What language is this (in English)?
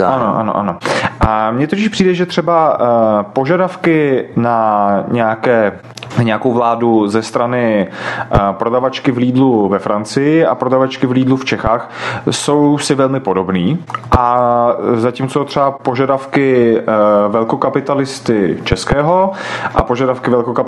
Czech